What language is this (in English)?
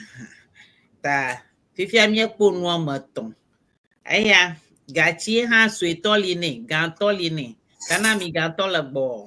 Ewe